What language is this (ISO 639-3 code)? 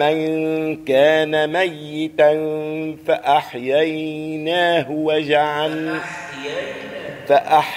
ara